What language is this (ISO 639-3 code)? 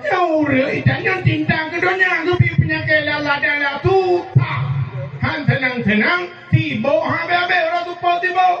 ace